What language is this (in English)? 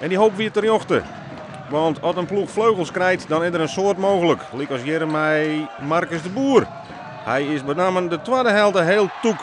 Western Frisian